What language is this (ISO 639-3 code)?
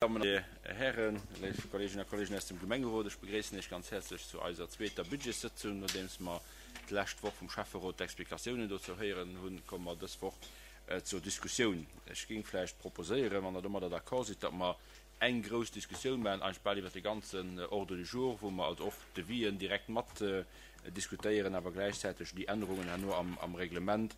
ltz